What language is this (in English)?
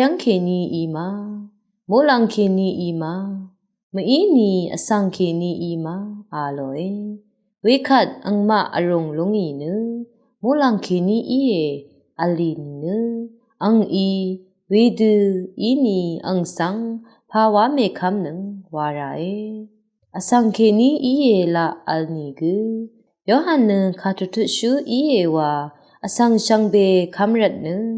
Rawang